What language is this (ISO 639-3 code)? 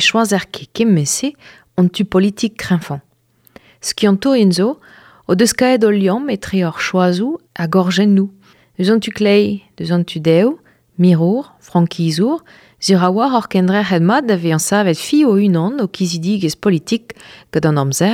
bre